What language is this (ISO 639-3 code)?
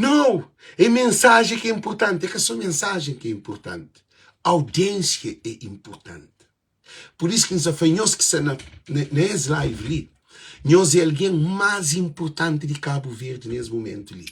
kea